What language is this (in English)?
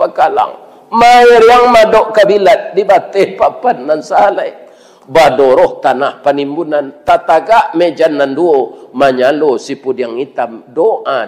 Minangkabau